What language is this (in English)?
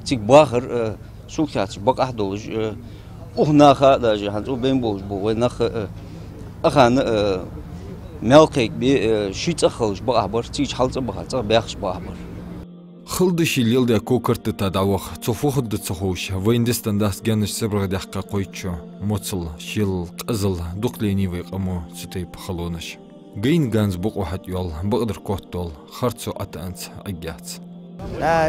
Ingush